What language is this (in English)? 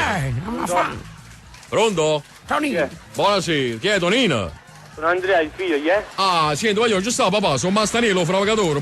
Neapolitan